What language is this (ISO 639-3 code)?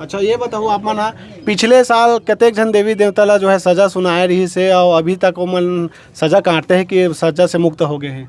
hne